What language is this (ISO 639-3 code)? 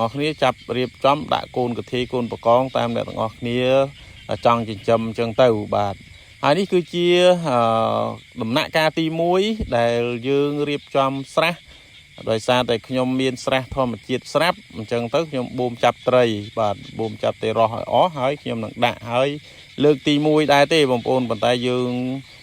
khm